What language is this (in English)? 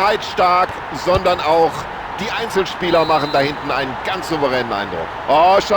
Bavarian